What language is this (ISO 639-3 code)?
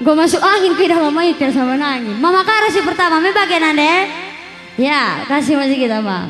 btx